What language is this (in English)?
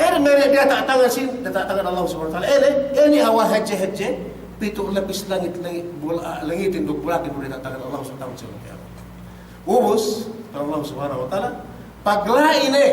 Yakan